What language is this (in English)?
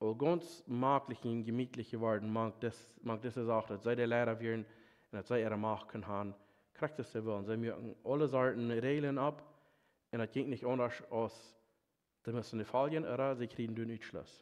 Plautdietsch